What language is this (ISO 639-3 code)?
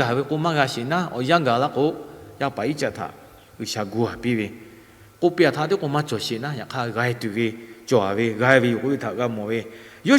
lhu